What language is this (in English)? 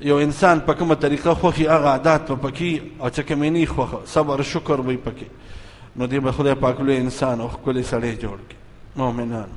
Pashto